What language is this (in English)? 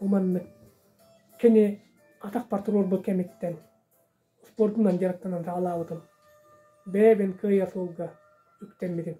Yakut